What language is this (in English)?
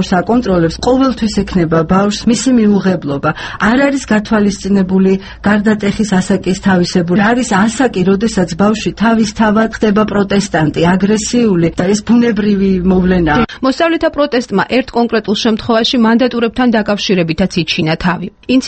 Georgian